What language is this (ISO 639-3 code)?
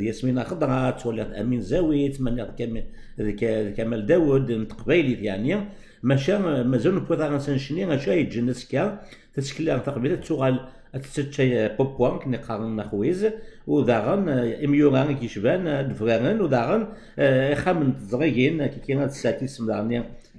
kab